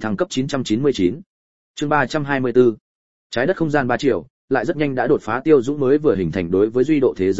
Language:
Vietnamese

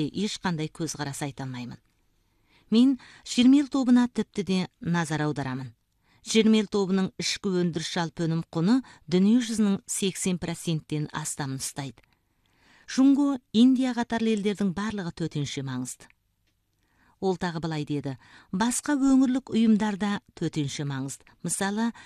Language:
Kazakh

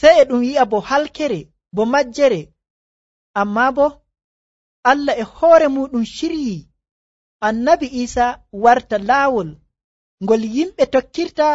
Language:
Nigerian Fulfulde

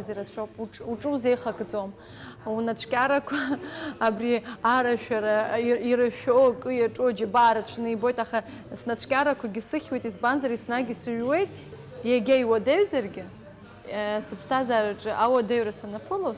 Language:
Abkhazian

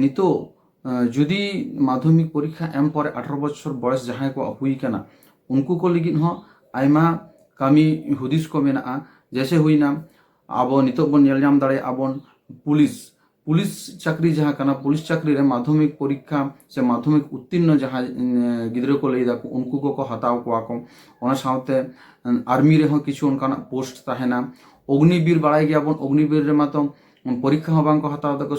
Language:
Santali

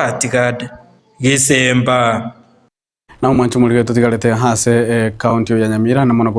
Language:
Gusii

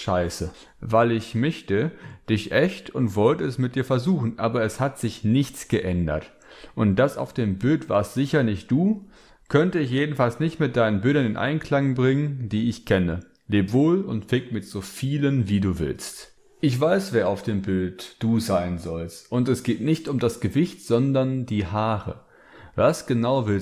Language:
German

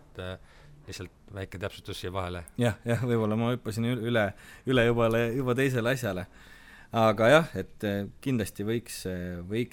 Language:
Estonian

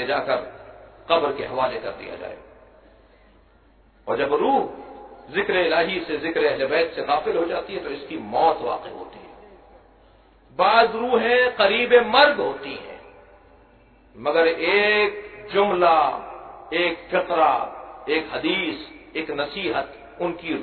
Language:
Urdu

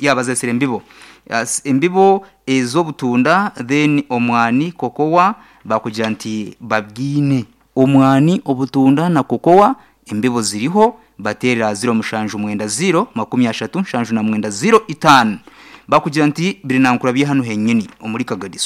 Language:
Nyankole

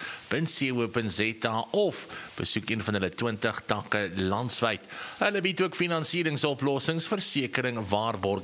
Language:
Afrikaans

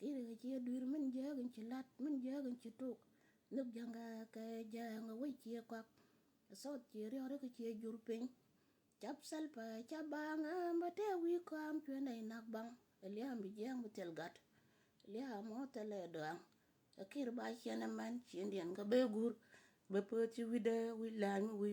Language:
Nuer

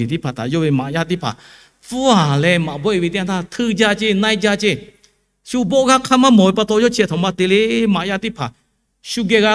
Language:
Lahu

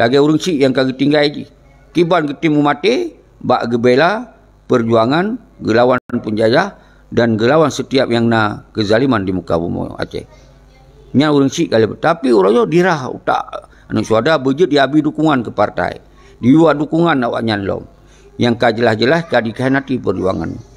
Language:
Achinese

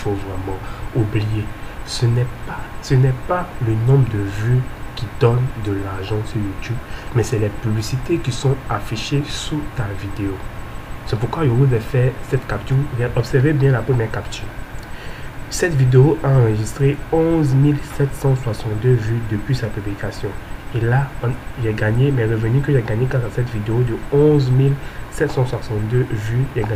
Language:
French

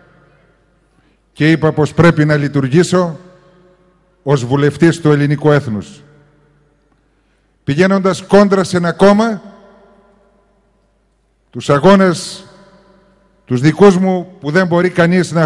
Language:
Greek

